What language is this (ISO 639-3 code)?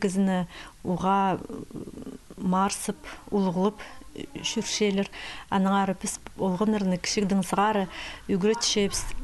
kjh